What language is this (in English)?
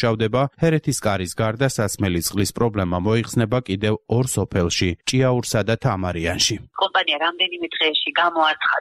Georgian